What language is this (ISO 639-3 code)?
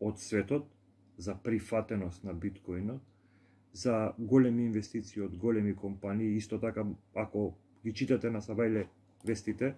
mkd